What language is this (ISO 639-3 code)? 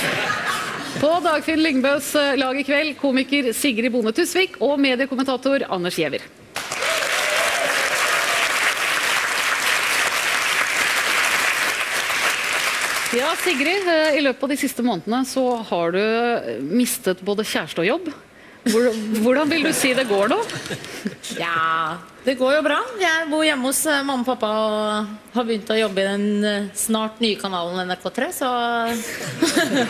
nor